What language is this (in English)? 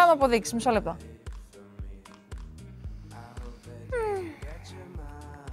Greek